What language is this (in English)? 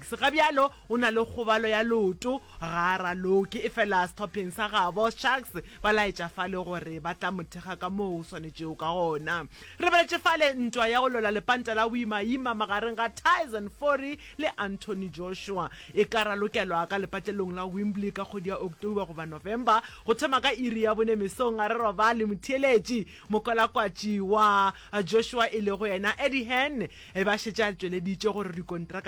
Northern Sotho